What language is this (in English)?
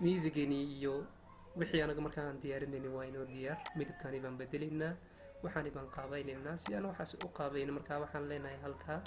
Somali